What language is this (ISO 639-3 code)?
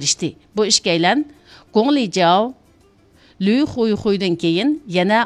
uig